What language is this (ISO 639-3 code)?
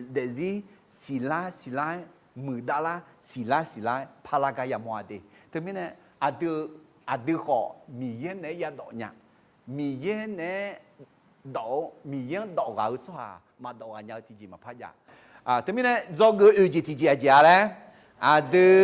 ahk